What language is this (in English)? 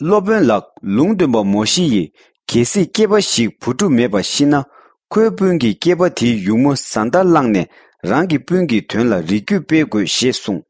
Tibetan